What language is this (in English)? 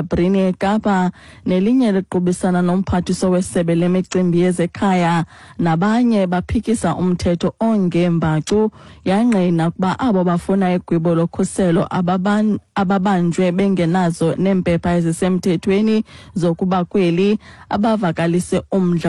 Xhosa